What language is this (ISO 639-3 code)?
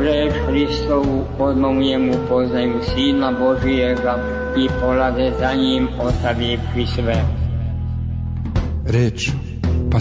srp